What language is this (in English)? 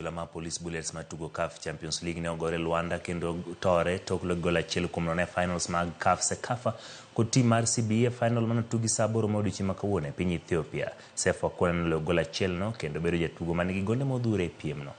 Luo (Kenya and Tanzania)